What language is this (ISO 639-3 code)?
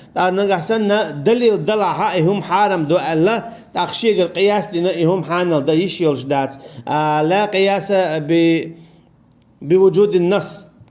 che